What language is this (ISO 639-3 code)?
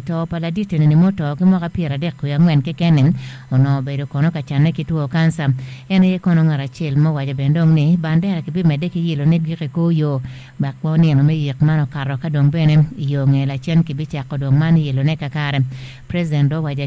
ach